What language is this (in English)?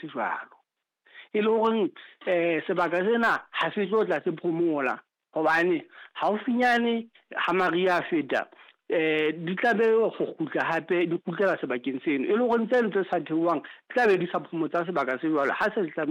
Southern Sotho